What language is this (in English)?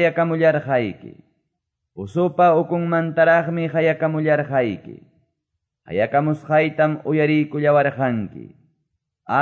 Quechua